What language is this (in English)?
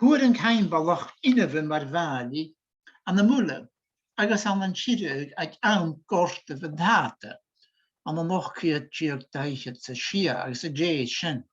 Scottish Gaelic